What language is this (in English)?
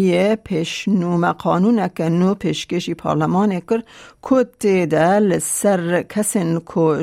Kurdish